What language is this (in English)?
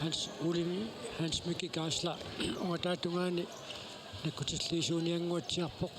Kalaallisut